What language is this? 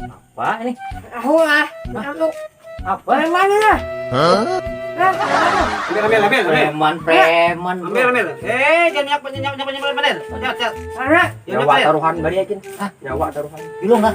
Banjar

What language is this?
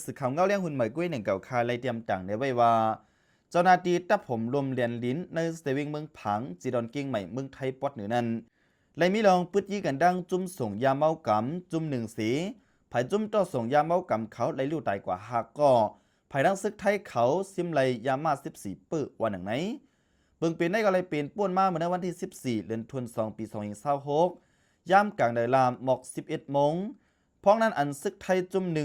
Shan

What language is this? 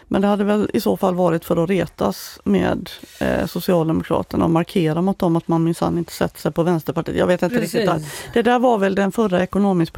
Swedish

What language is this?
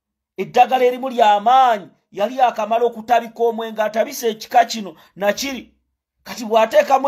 Ganda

